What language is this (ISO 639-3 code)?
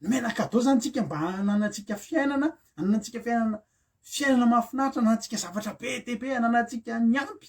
mlg